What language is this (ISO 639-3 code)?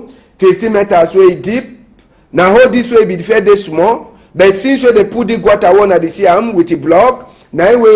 wes